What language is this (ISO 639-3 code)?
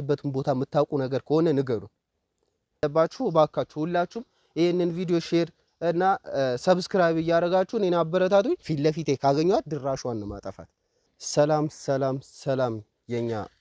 amh